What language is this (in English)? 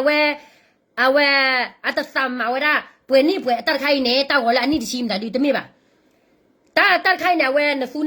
S'gaw Karen